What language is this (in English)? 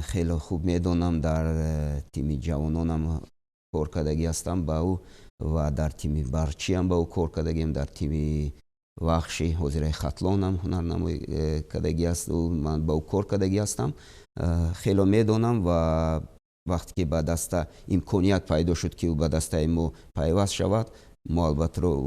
Tajik